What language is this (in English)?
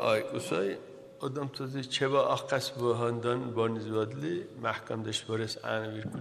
Dargwa